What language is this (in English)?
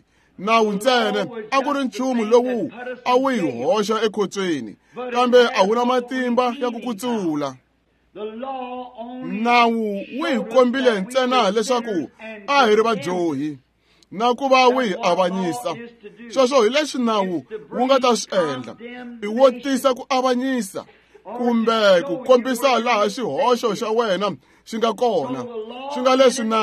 Tsonga